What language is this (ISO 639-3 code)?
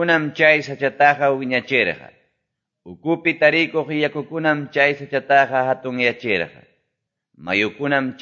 quy